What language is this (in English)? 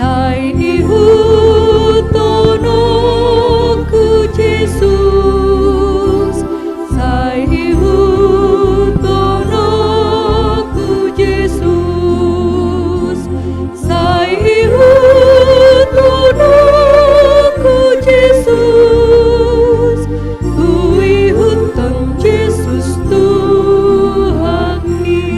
Batak Toba